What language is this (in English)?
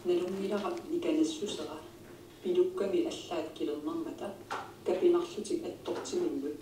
Kalaallisut